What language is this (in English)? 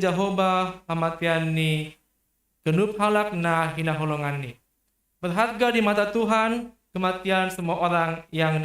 Batak Simalungun